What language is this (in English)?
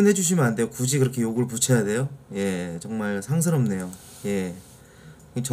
Korean